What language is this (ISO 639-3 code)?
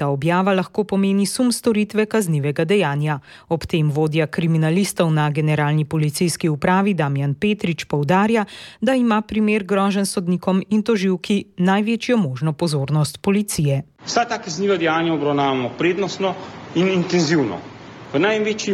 slv